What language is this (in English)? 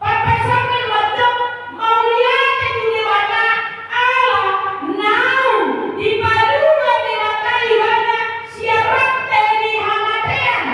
Batak Toba